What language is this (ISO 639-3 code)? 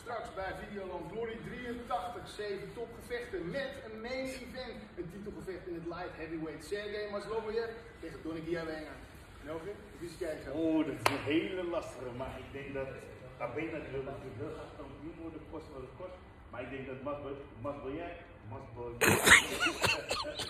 nld